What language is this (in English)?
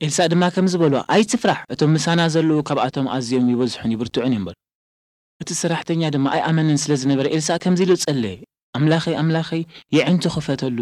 Tigrinya